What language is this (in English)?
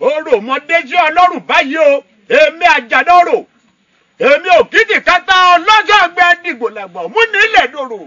Yoruba